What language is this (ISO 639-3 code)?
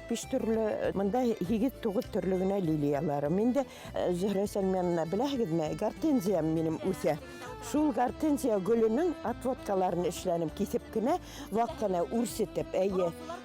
bak